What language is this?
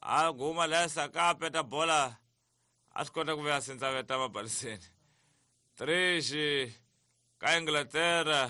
Tsonga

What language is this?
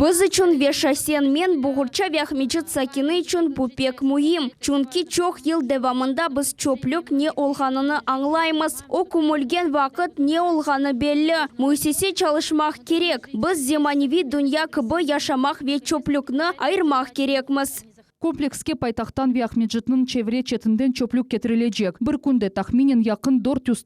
Crimean Tatar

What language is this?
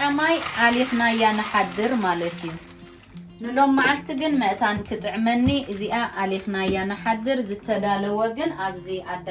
Tigrinya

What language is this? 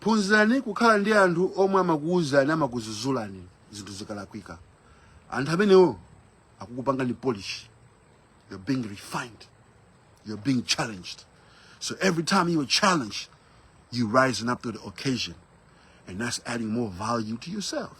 Nyanja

